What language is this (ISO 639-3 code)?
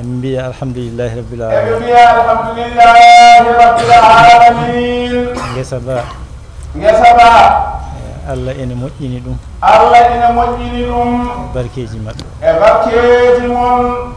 ful